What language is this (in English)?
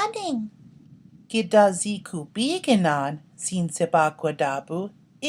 Chippewa